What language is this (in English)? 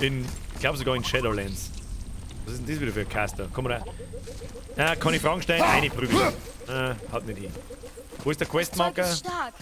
Bavarian